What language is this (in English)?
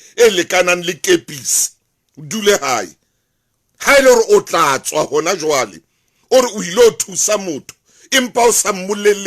Southern Sotho